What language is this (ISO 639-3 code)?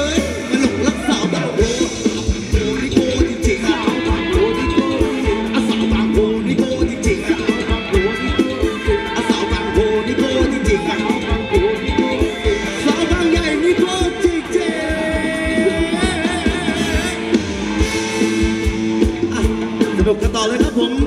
tha